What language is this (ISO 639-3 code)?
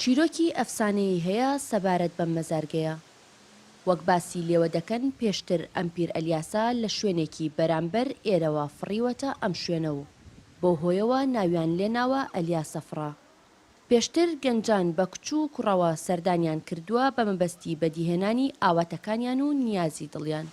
ckb